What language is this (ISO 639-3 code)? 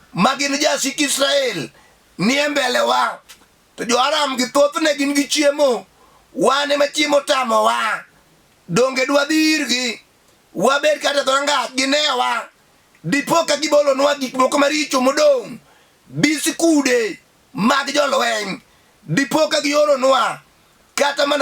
luo